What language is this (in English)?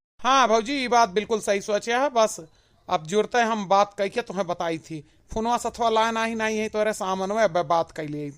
Awadhi